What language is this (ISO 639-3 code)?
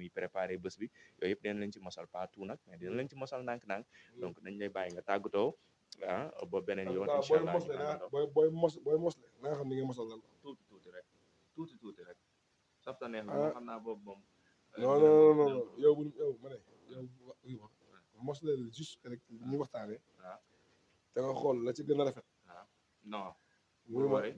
wol